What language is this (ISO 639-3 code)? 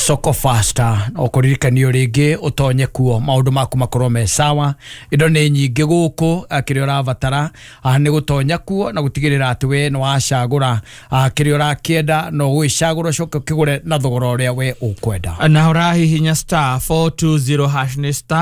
kik